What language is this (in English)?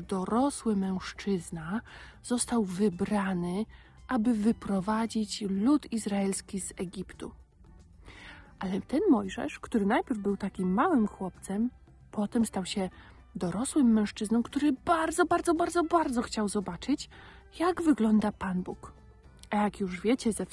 Polish